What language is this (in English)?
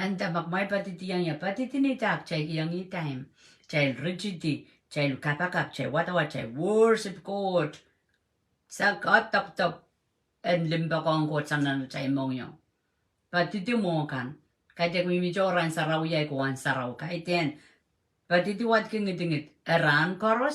Pohnpeian